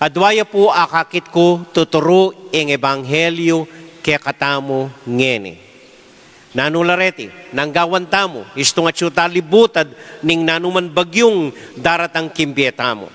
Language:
Pampanga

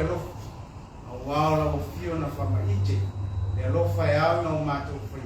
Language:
Samoan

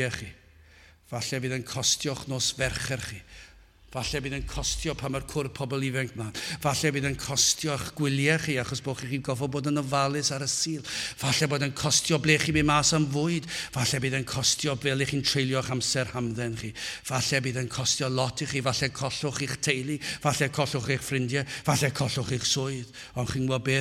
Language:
Welsh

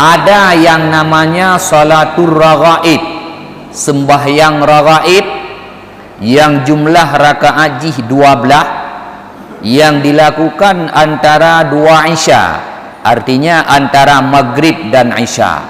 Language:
Achinese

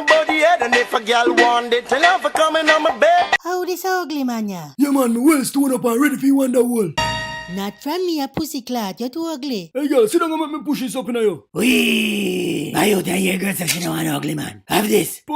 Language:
Jamaican Creole English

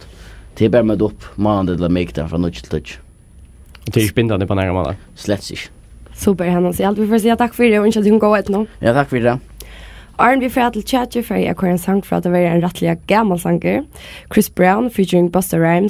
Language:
Faroese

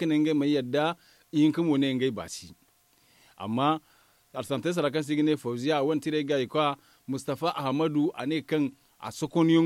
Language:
Zarma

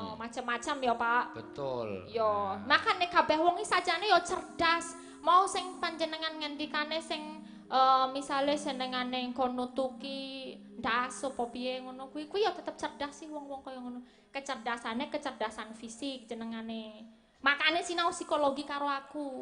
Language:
Javanese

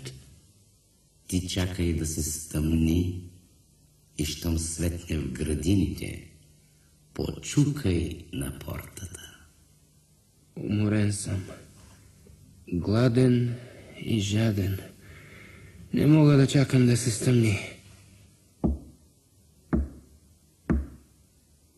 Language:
Bulgarian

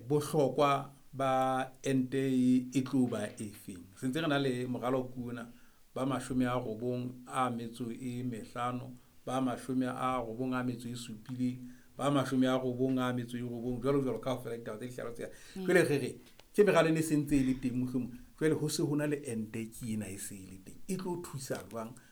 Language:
Southern Sotho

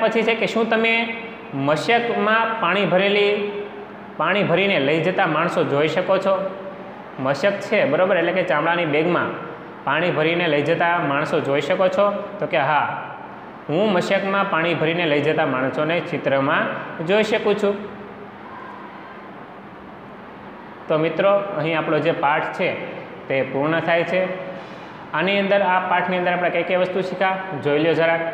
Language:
Gujarati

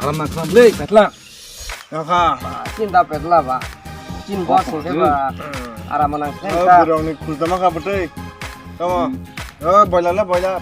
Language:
Kok Borok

